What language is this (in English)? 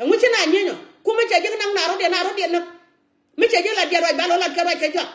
Nuer